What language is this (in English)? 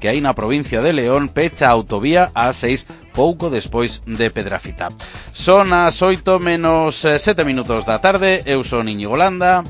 Galician